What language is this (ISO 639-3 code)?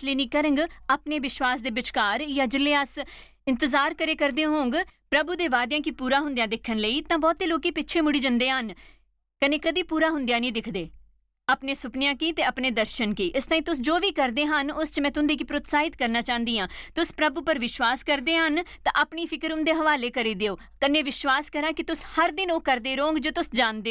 doi